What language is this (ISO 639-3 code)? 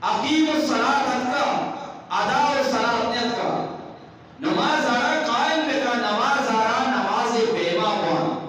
bgp